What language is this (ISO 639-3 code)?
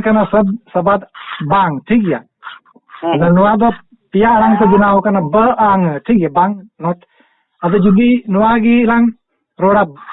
sat